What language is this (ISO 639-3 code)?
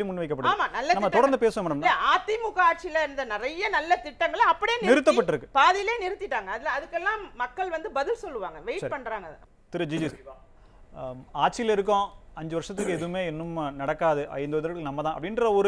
tam